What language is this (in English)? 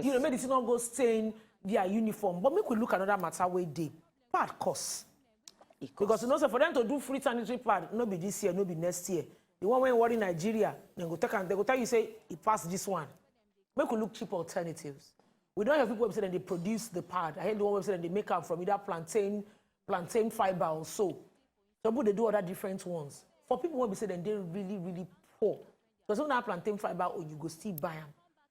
Nigerian Pidgin